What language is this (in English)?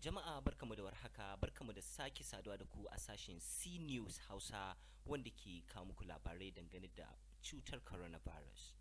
Hausa